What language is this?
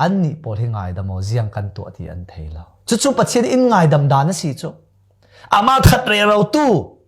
Falam Chin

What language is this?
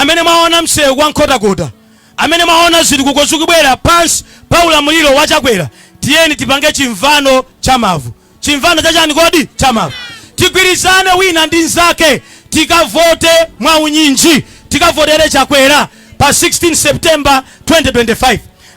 Nyanja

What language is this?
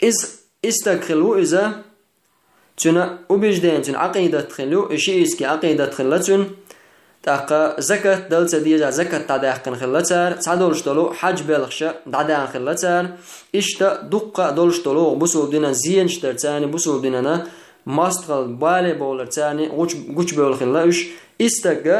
Chechen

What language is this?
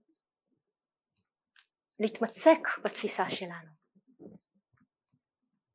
Hebrew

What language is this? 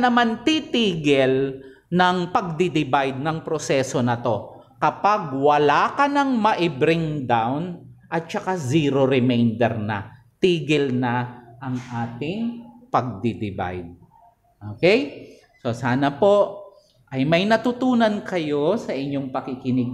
Filipino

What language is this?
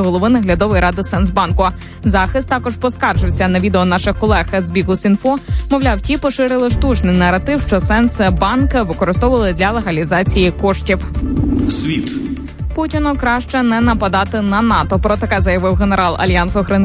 Ukrainian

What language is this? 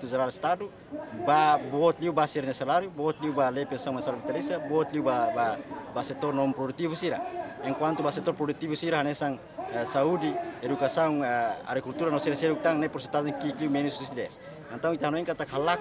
Tetum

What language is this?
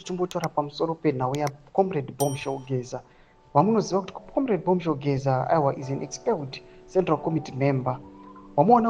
Shona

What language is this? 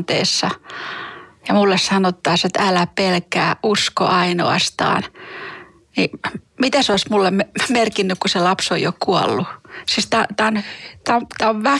Finnish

